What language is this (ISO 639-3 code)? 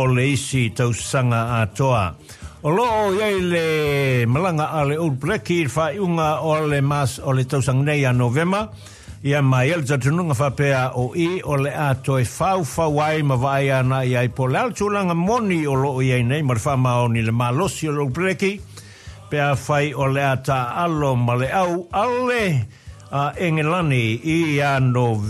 smo